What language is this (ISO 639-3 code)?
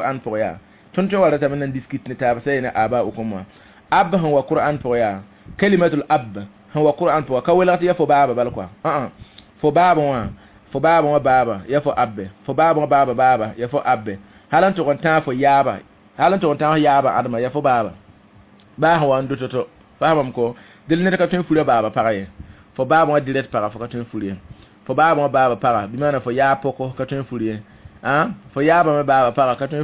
mos